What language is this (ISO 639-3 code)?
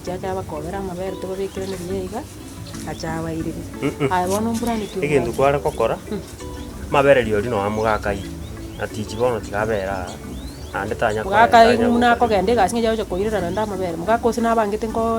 guz